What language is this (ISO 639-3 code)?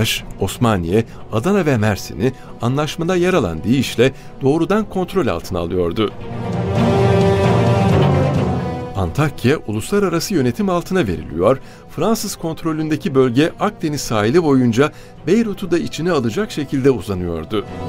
tur